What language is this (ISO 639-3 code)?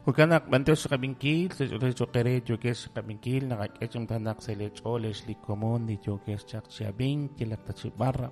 kek